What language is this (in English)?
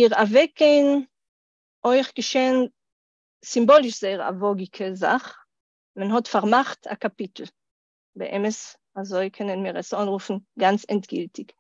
Yiddish